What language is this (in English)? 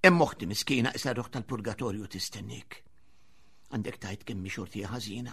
Maltese